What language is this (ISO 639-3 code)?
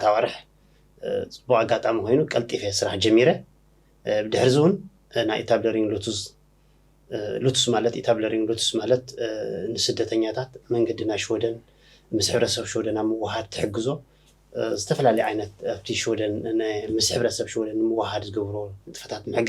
tir